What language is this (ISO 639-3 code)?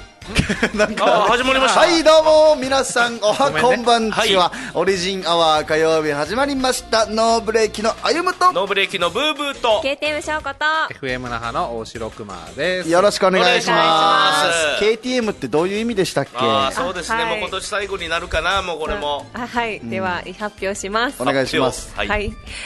jpn